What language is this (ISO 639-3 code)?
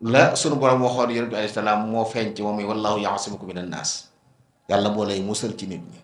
wol